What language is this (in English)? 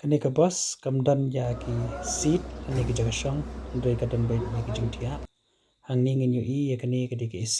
Khasi